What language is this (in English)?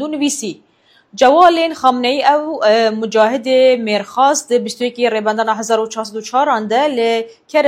Kurdish